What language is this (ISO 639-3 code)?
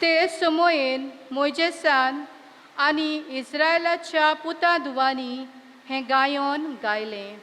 kok